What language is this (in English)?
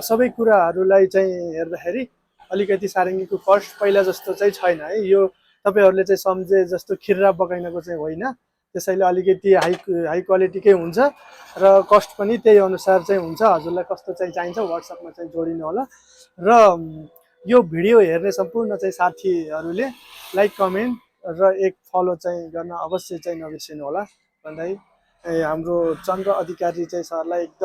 Nepali